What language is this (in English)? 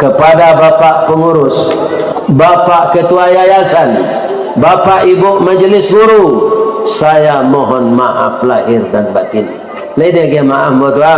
Minangkabau